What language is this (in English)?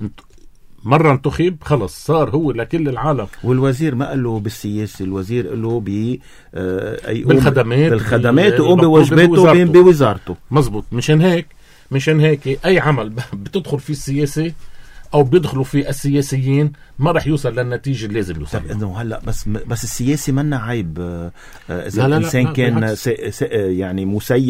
North Levantine Arabic